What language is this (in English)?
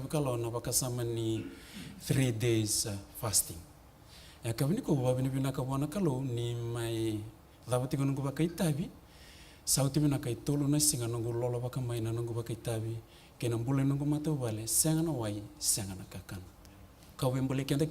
Fijian